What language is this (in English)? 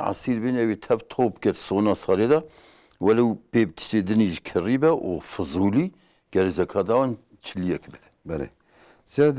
Kurdish